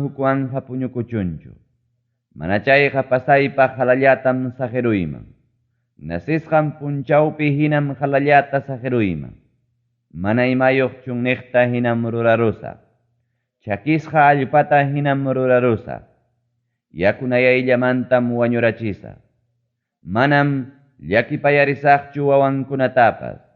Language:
Ayacucho Quechua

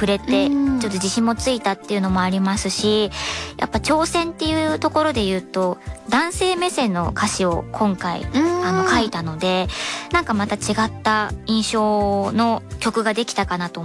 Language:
Japanese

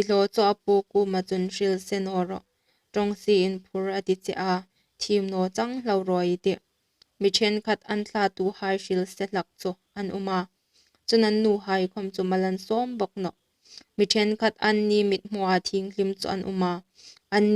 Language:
Hmar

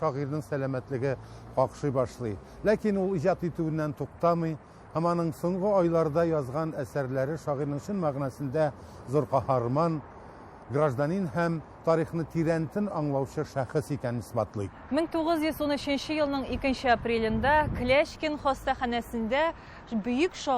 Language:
Tatar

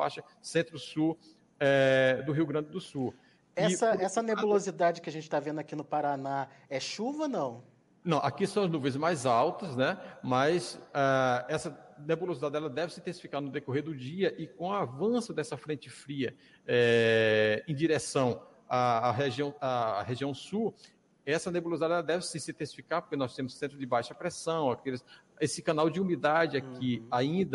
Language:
Portuguese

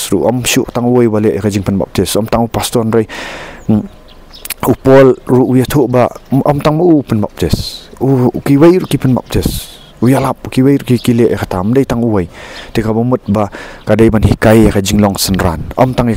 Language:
Khasi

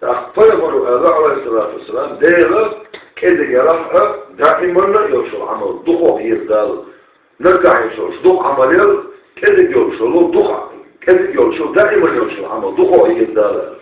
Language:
Chechen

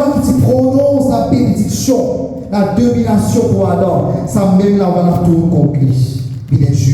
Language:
Morisyen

